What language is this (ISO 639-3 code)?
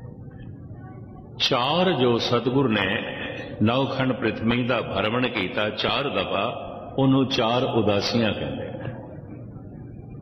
pan